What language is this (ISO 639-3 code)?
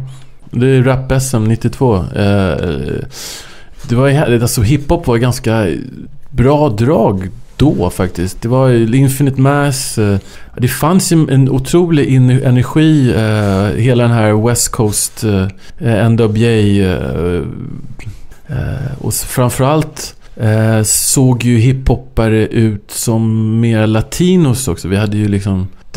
swe